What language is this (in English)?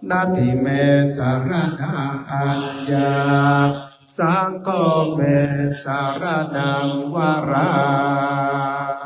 Pali